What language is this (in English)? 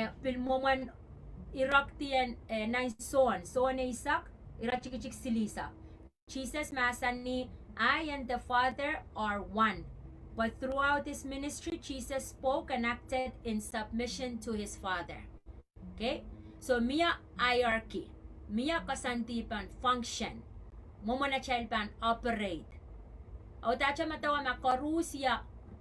Pohnpeian